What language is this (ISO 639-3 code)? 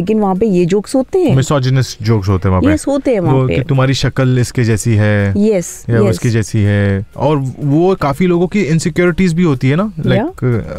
hin